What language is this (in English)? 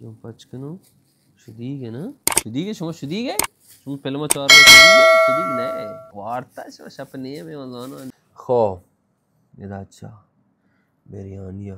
Baluchi